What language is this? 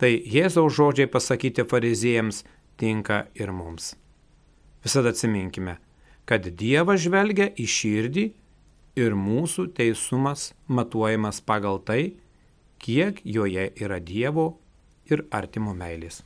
Lithuanian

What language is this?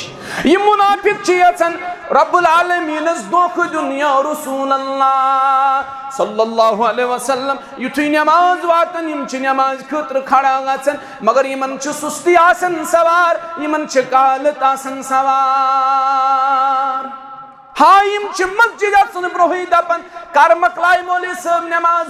Kashmiri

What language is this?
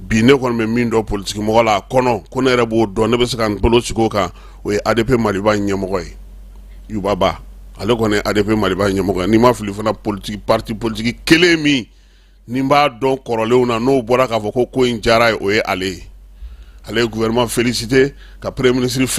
Bambara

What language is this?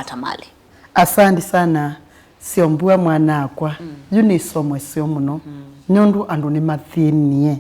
Kamba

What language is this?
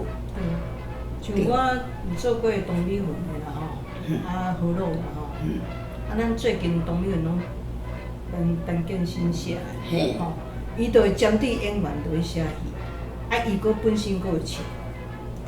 Min Nan Chinese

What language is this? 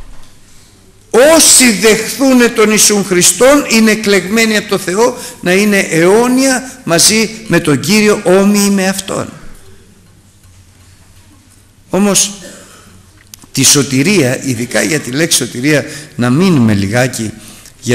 Greek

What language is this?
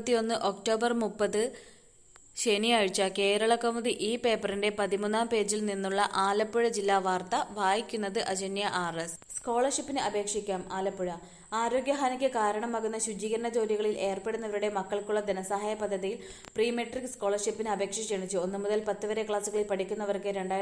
Malayalam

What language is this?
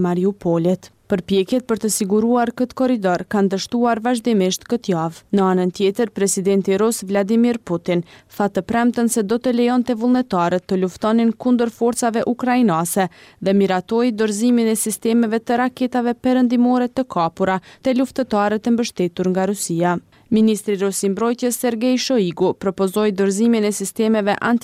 Albanian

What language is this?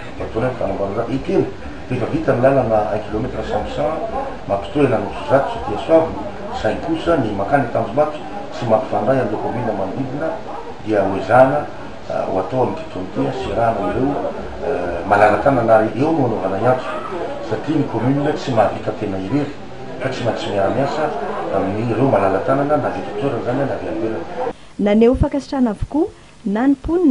Malagasy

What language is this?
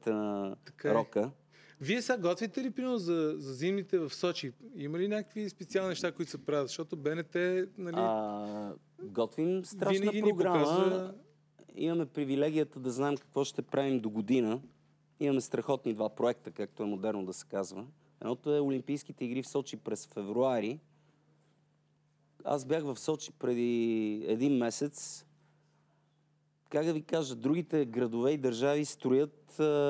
Bulgarian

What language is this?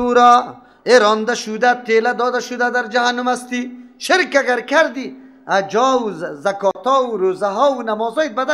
Persian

